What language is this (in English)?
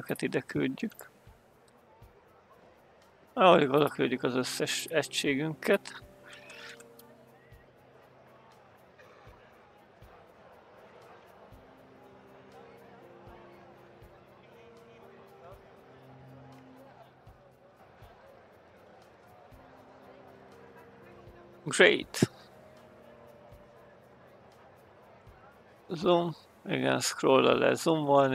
Hungarian